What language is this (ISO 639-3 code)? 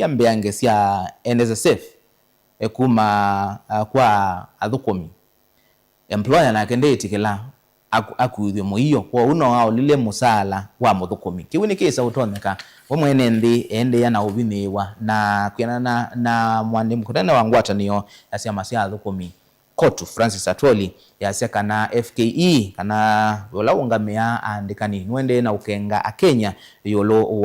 kam